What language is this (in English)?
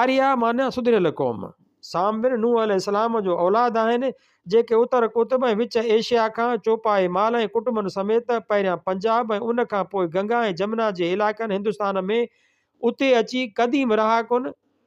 Sindhi